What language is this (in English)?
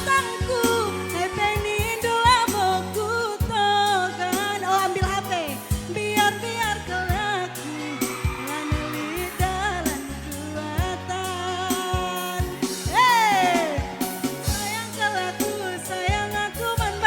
Batak Karo